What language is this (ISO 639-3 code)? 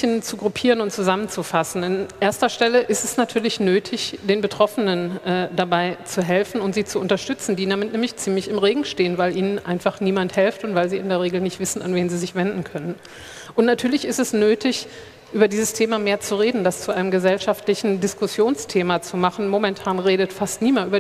deu